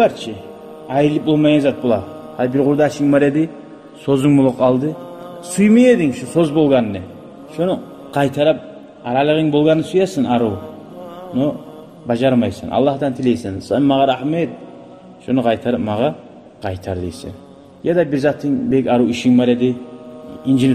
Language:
Kumyk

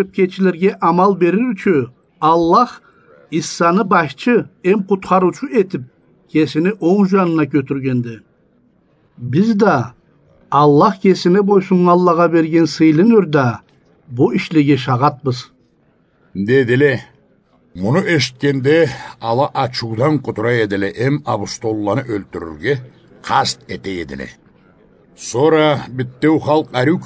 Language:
Karachay-Balkar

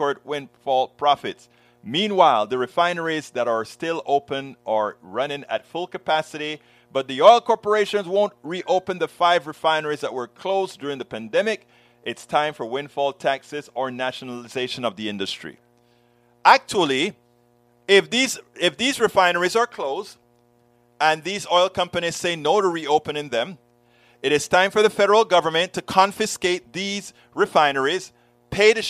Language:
English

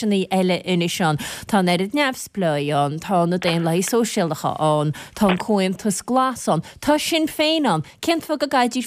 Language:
Irish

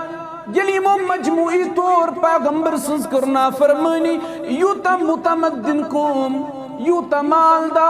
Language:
Kashmiri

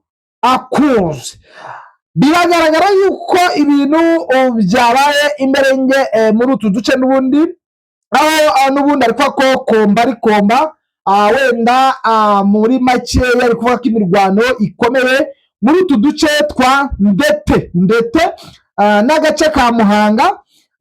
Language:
Kinyarwanda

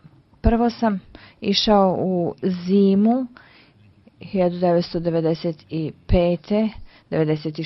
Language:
Bosnian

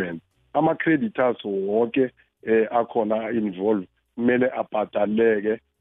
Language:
South Ndebele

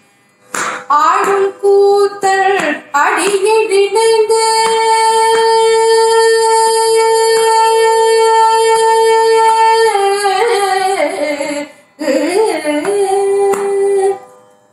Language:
Tamil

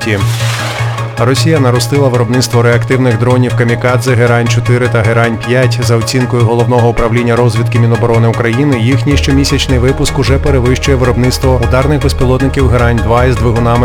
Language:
Ukrainian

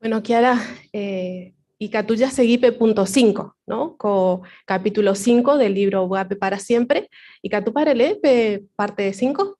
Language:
Guarani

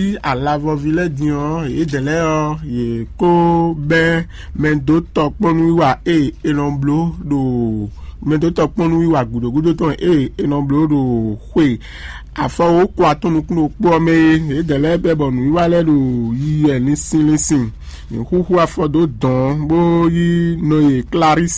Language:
Fon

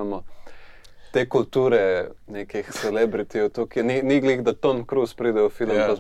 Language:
Slovenian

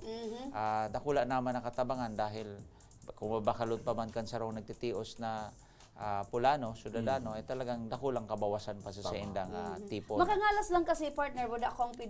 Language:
Bikol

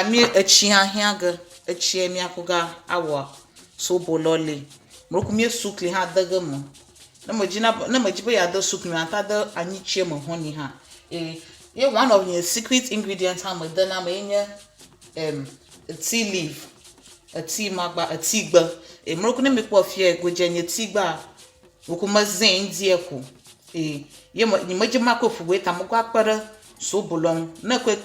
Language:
Ewe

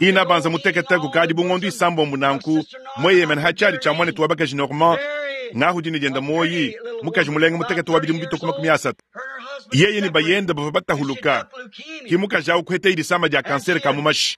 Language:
Luba-Lulua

